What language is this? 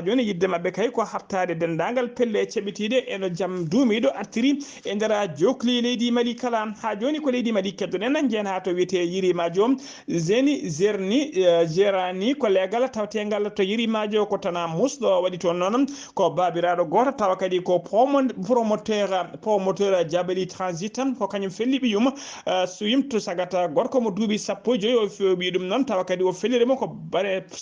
Fula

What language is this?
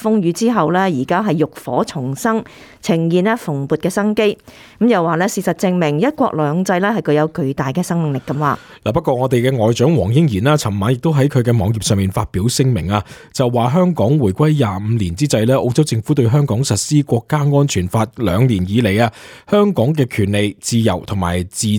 Cantonese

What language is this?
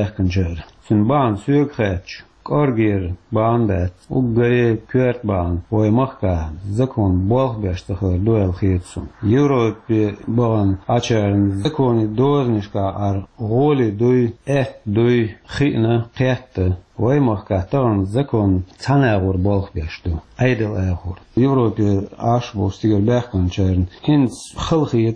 Chechen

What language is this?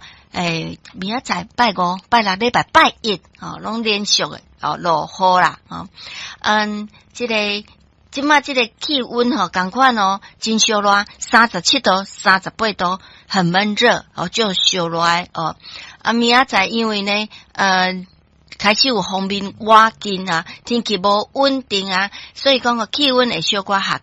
Min Nan Chinese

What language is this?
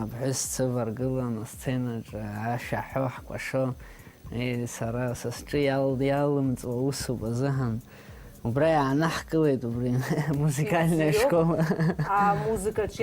Abkhazian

